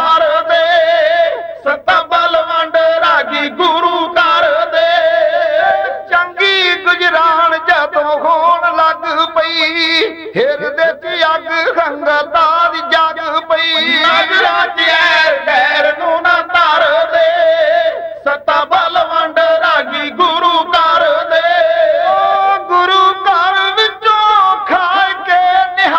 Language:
Punjabi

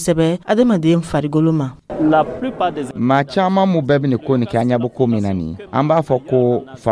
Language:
Dyula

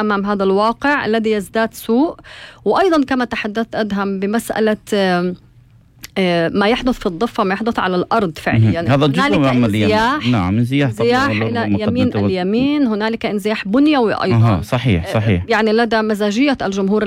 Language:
North Levantine Arabic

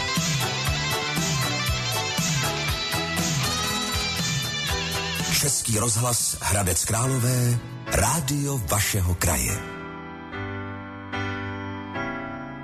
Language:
Czech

